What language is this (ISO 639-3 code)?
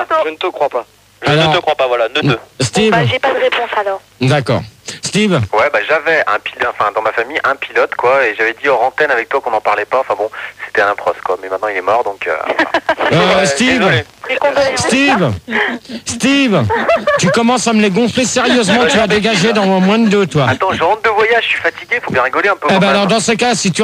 fra